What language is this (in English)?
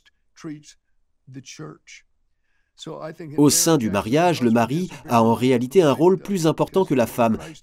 French